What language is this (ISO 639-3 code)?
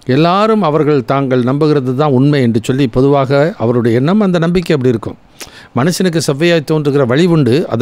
tam